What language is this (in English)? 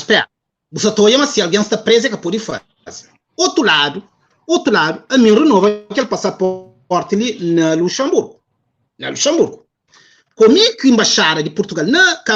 Kabuverdianu